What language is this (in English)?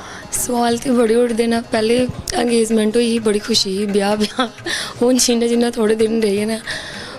Dogri